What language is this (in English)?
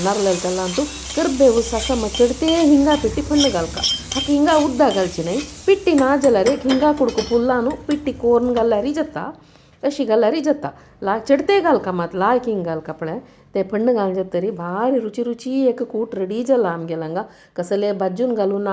Konkani